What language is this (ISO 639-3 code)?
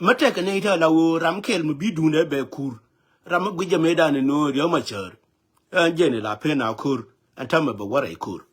nus